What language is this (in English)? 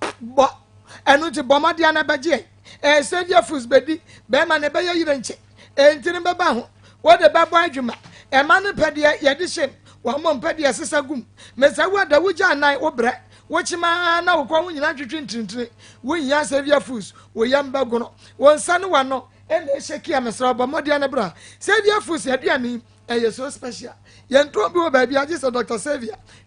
Akan